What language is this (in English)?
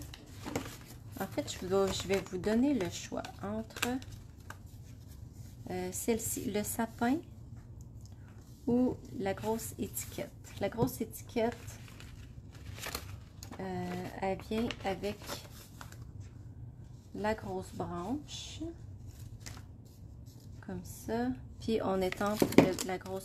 French